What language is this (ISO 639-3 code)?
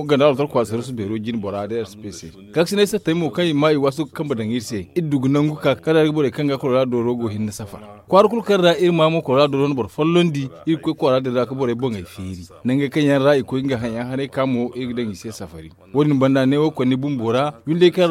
dje